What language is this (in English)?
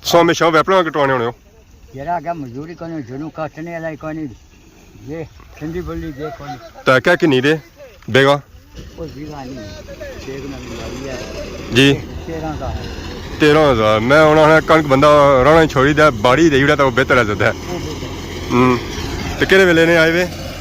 Pahari-Potwari